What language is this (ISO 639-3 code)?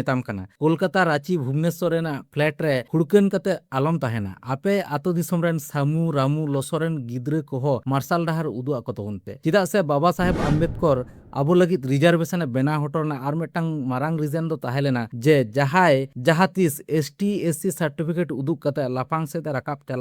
sat